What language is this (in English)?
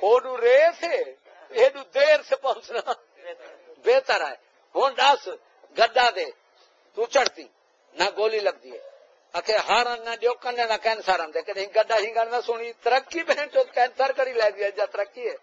Saraiki